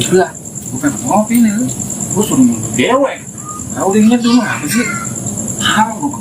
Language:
Betawi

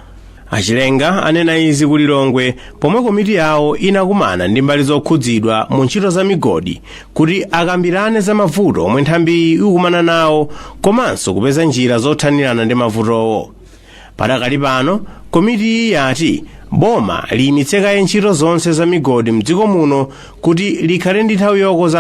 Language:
Nyanja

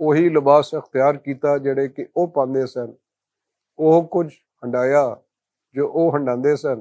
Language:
Western Panjabi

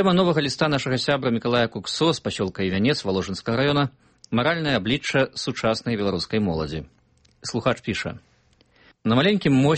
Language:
Belarusian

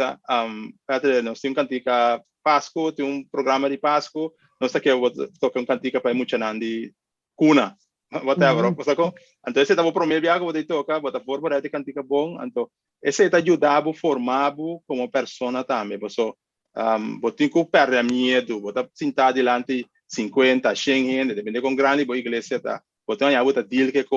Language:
Papiamento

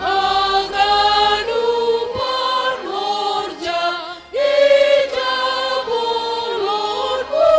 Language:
Batak Simalungun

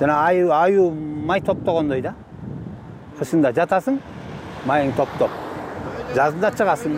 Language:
Kyrgyz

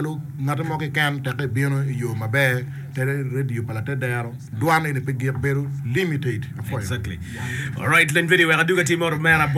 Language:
Acoli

